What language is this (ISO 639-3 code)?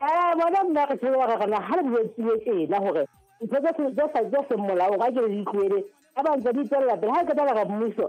sot